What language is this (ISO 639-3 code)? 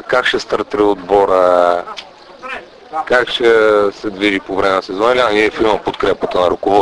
bul